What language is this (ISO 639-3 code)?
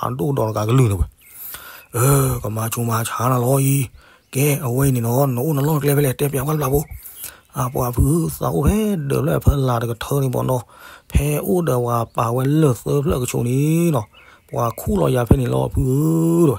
ksw